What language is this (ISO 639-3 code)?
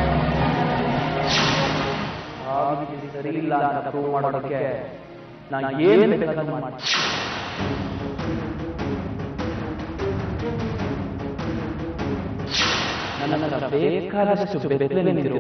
kan